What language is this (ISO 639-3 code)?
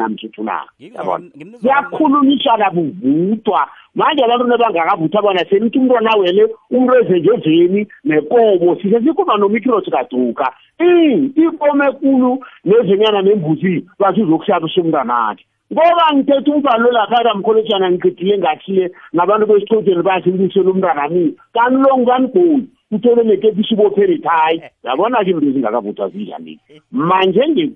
nbl